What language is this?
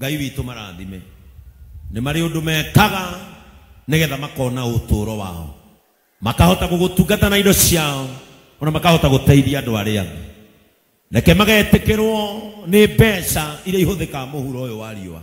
Kikuyu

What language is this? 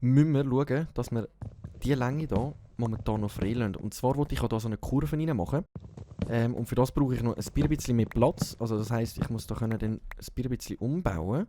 Swiss German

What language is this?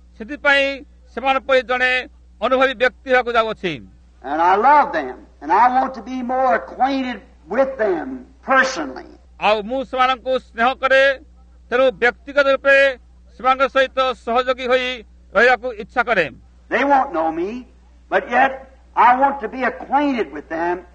Odia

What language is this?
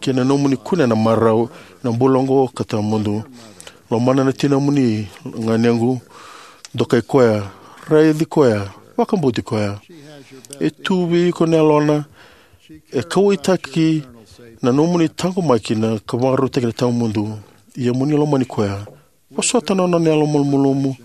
Fijian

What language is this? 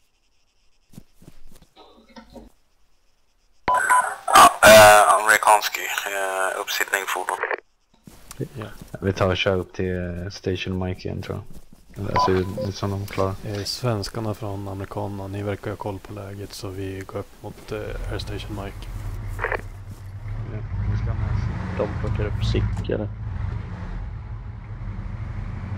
Swedish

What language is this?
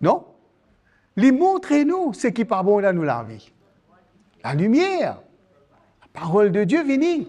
Morisyen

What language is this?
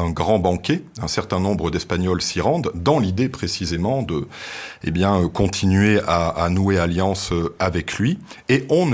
French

